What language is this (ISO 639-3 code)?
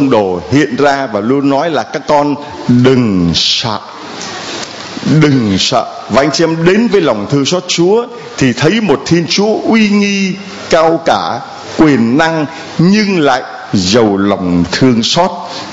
vie